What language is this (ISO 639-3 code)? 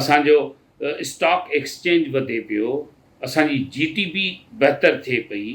snd